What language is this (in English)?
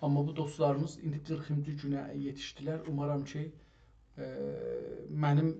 South Azerbaijani